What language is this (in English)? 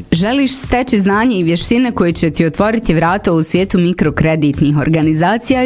Bosnian